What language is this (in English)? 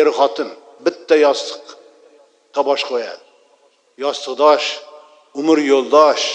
Uzbek